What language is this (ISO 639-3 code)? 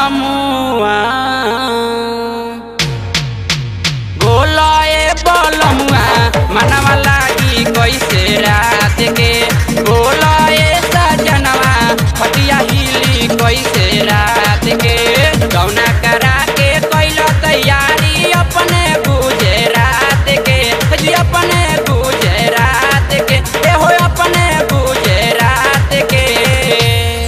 bho